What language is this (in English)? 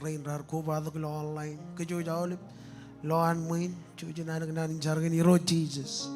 Marshallese